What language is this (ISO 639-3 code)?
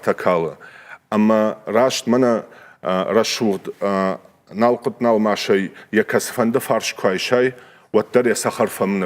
oss